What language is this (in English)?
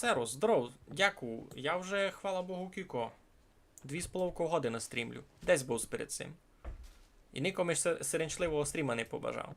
Rusyn